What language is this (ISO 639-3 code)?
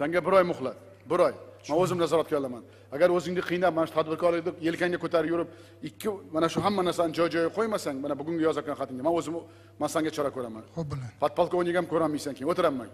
uzb